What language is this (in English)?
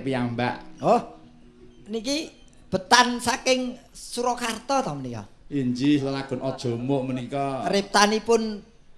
Javanese